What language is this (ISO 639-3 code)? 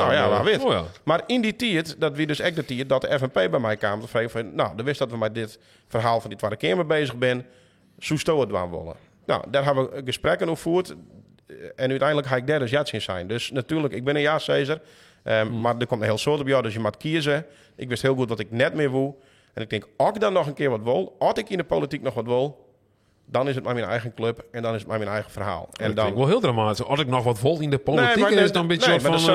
fry